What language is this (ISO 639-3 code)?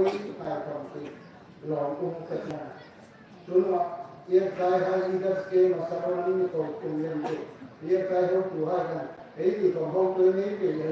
hmr